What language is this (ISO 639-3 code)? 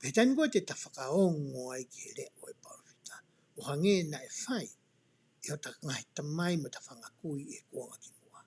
ton